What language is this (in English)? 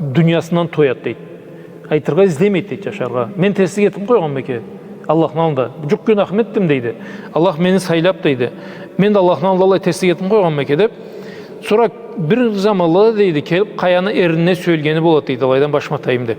Karachay-Balkar